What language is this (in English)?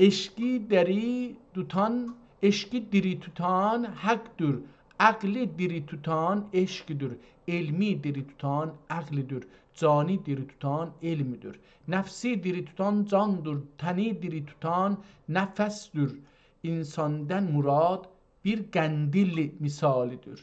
South Azerbaijani